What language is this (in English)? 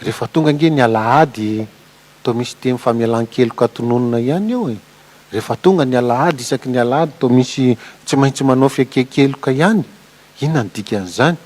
Malagasy